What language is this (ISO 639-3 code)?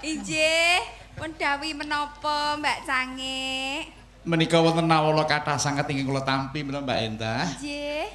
jav